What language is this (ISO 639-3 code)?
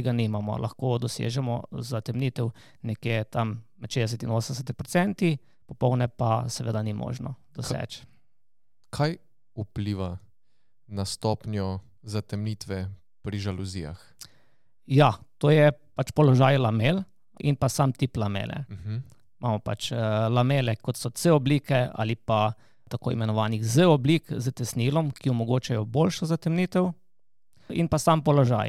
slv